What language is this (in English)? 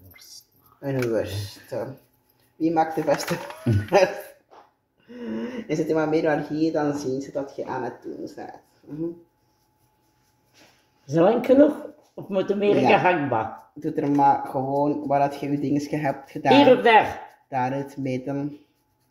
Dutch